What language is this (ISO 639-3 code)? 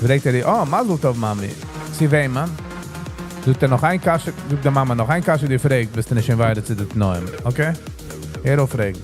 yid